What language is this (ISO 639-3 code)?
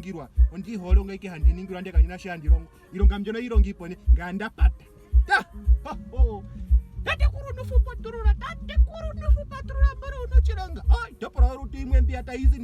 ndo